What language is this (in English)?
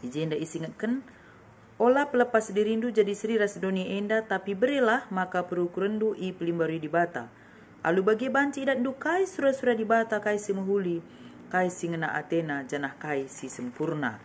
Batak Karo